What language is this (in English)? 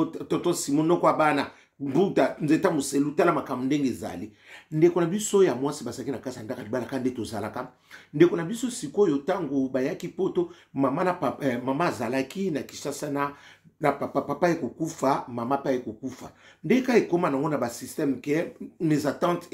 Lingala